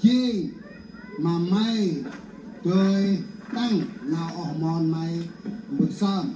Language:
Central Mnong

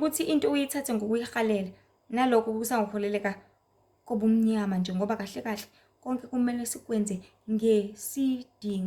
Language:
Zulu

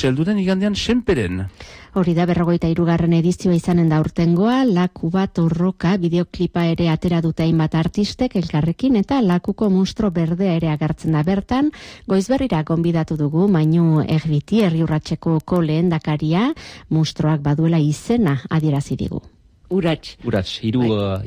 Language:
Basque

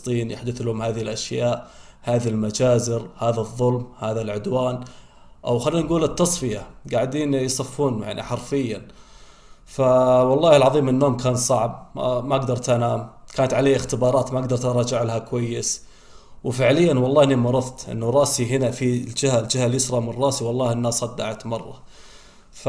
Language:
Egyptian Arabic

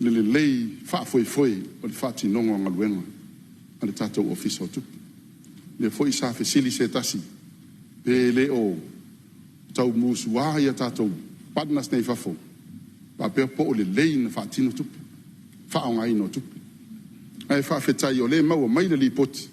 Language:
Samoan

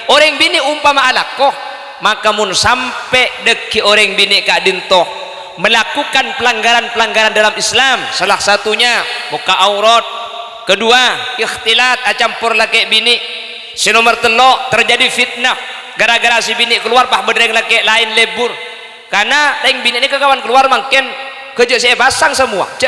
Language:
Madurese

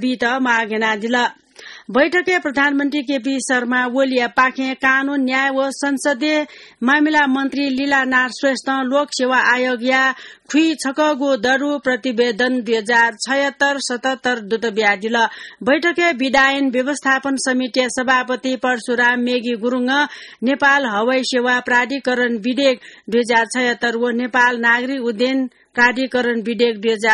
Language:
Newari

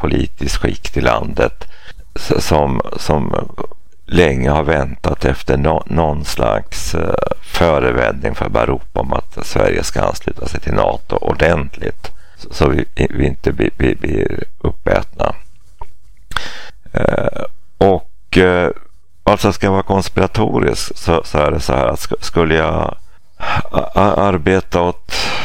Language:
Swedish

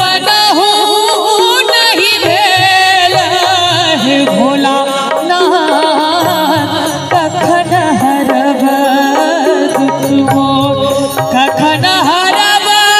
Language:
Maithili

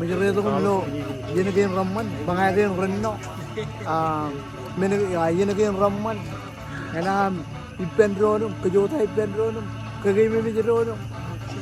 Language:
Marshallese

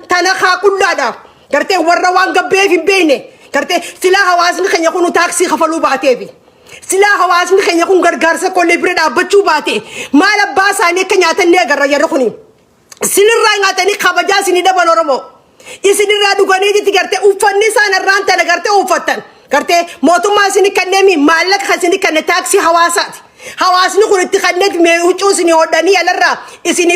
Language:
Oromo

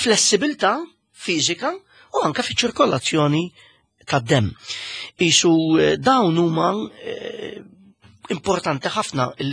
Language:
Maltese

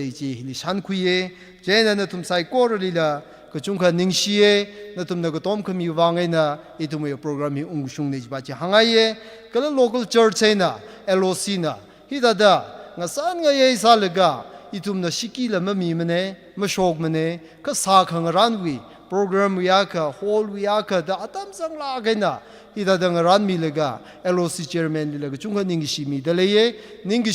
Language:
Tangkhul Naga (India)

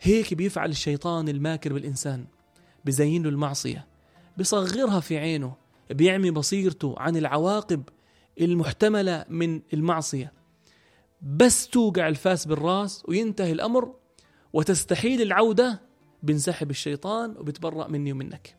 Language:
North Levantine Arabic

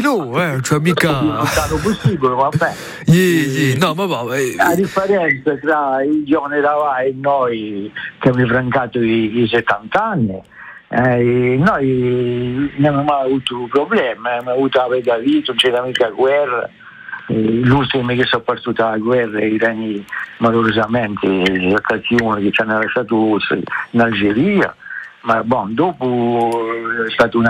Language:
Italian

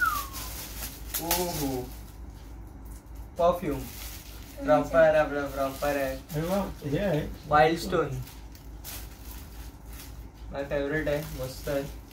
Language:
Marathi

